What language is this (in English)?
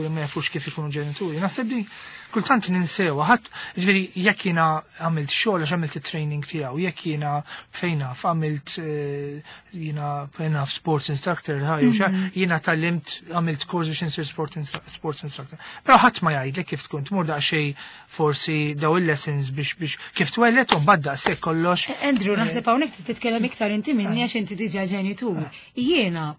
Maltese